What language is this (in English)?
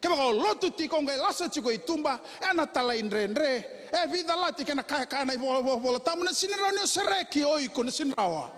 Fijian